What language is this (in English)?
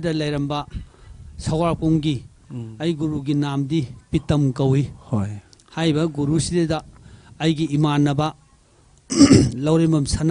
Manipuri